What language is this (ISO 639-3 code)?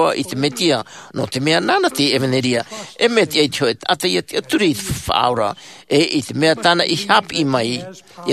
tah